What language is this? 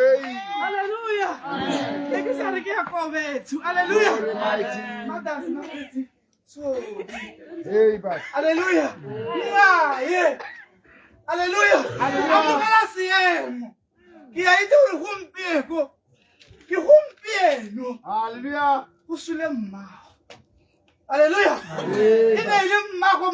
Tswana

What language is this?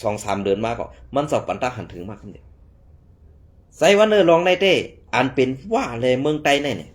Shan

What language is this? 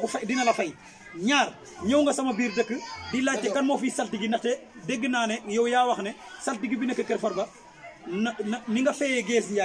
Wolof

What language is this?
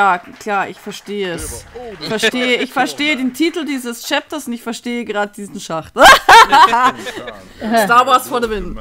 German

